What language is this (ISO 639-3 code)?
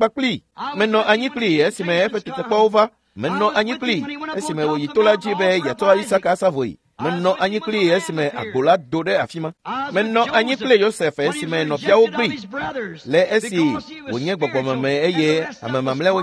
ewe